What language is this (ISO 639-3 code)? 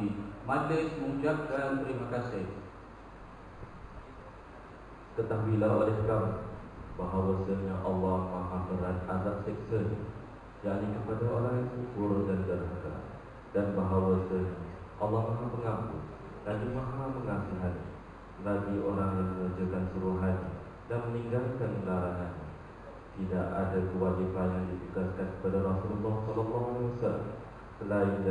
msa